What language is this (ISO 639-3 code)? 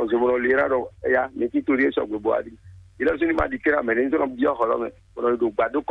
fon